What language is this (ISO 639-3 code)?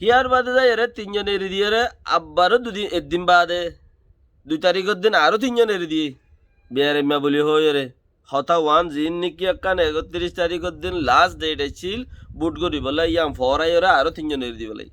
rhg